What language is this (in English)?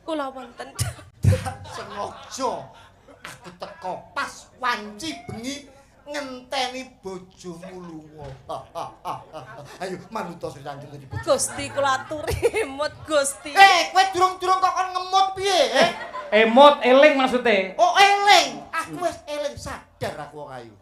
Javanese